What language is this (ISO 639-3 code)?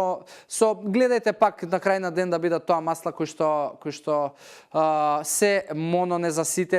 mkd